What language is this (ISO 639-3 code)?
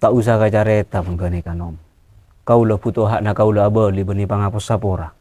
mad